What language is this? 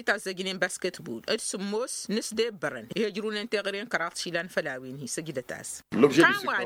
Tamasheq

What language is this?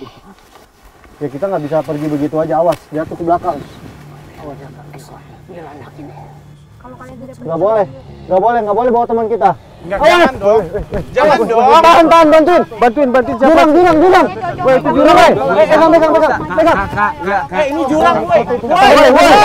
Indonesian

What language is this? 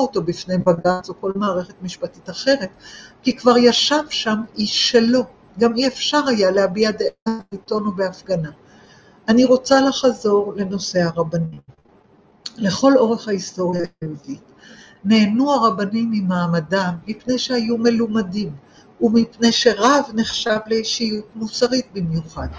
Hebrew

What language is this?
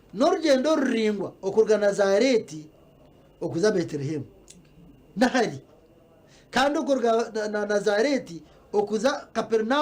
Nyankole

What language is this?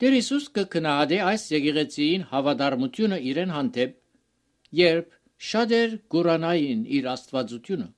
Armenian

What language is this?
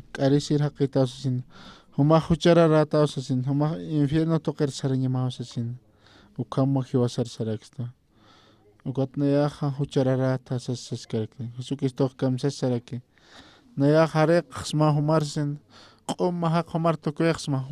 Aymara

